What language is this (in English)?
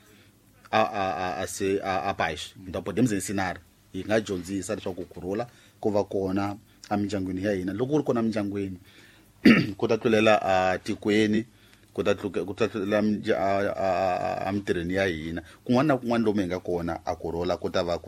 Tsonga